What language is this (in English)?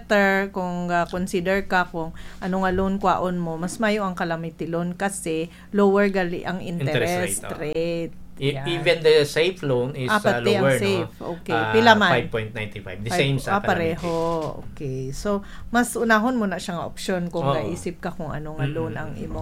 Hiligaynon